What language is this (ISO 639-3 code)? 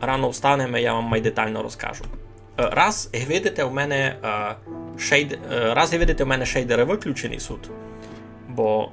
rue